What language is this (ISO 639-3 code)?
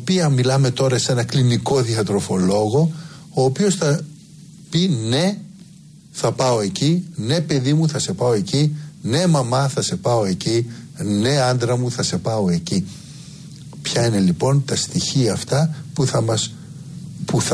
ell